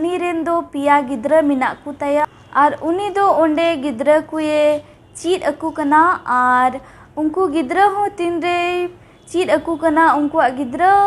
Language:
Santali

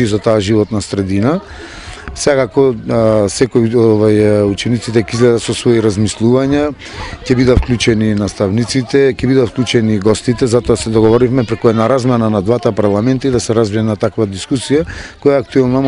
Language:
Macedonian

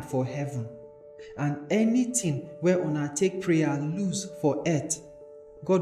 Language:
Nigerian Pidgin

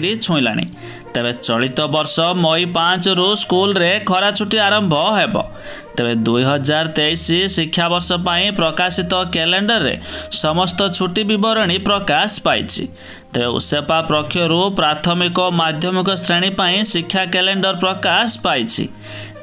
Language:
Odia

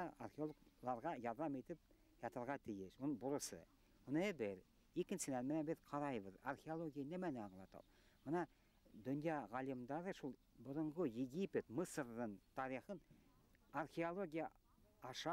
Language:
Bashkir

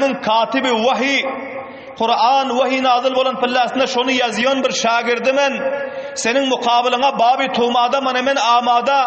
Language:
Turkmen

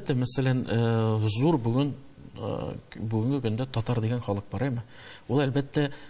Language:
Tatar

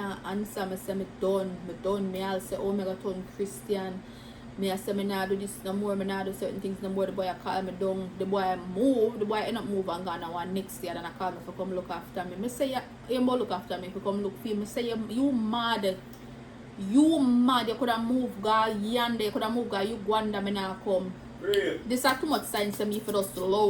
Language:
Jamaican Creole English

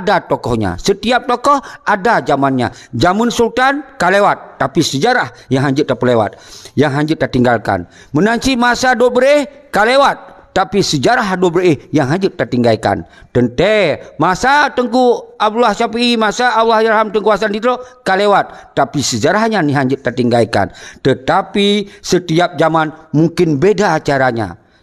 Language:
Achinese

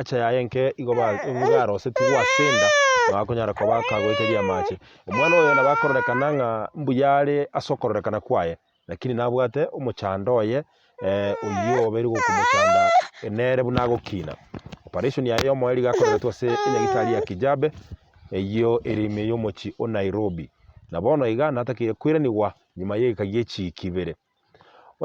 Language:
Gusii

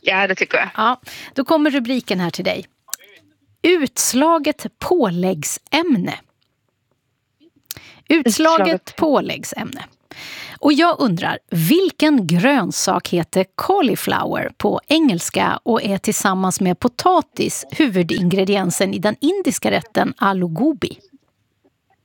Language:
Swedish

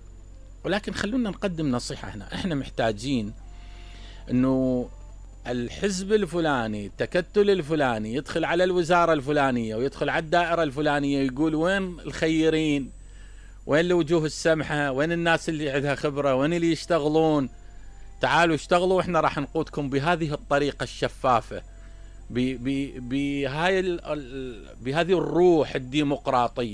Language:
Mesopotamian Arabic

